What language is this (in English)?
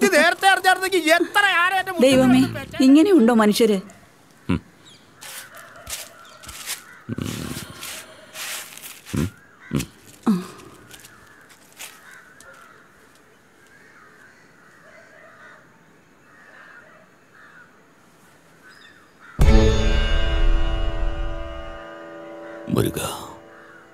Malayalam